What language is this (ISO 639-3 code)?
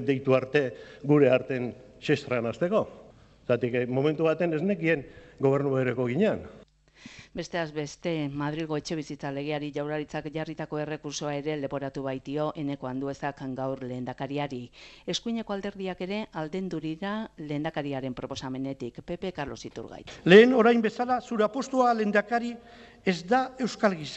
eus